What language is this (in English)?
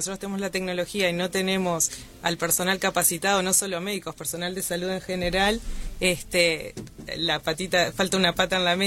Spanish